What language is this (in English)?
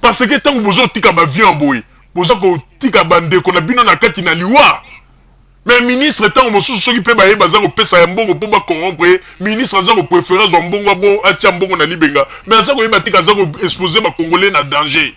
Lingala